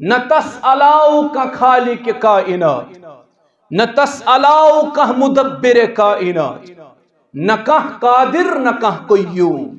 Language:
Kashmiri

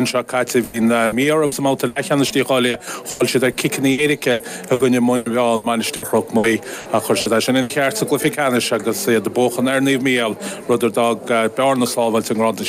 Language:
Irish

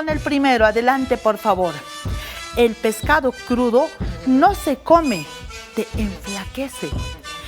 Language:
Aymara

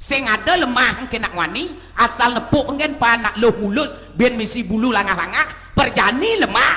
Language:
Balinese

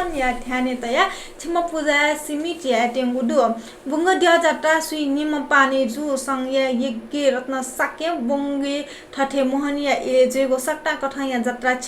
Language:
Newari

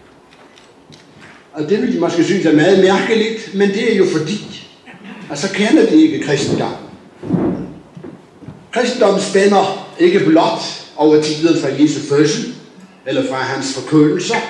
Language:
Danish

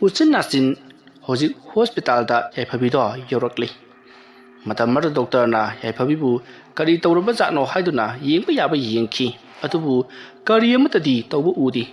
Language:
Manipuri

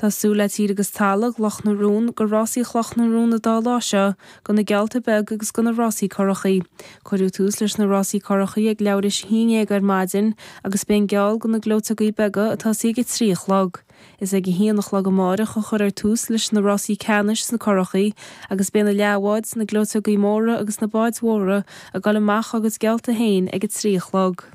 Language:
Irish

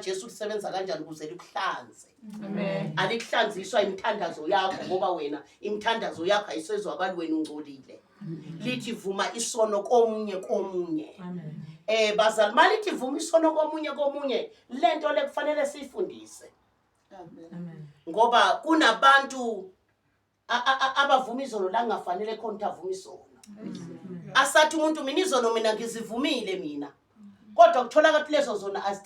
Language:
Zulu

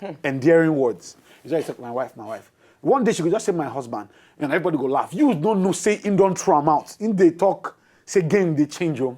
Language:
Nigerian Pidgin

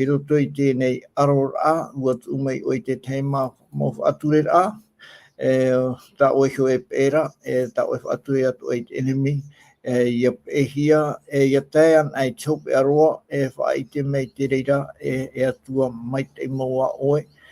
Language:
Tahitian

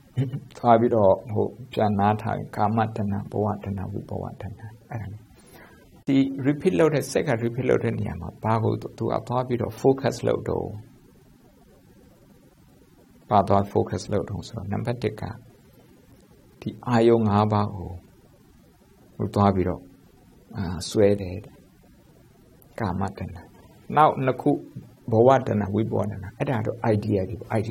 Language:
Burmese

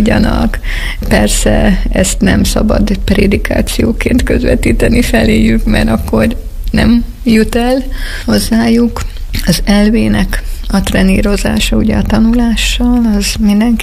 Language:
Hungarian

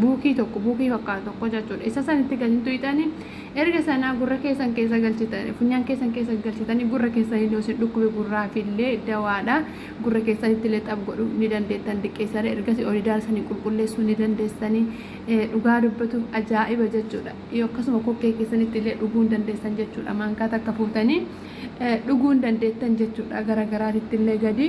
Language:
Oromo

